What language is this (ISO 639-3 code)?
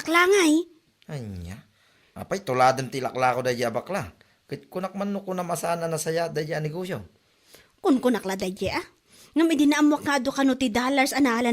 ilo